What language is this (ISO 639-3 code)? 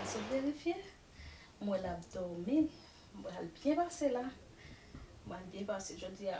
hat